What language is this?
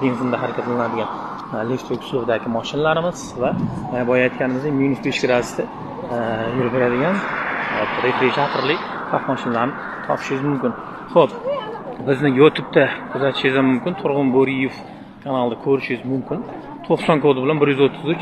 Uzbek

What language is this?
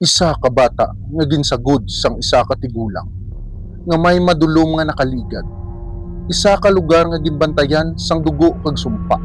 Hiligaynon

